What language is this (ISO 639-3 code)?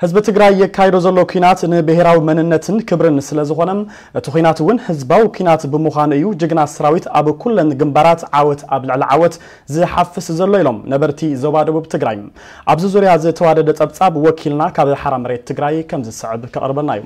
tir